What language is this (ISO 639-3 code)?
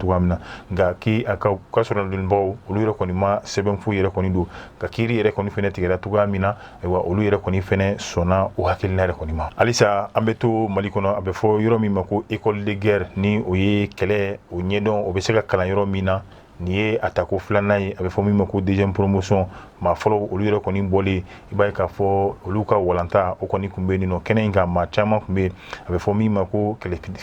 bam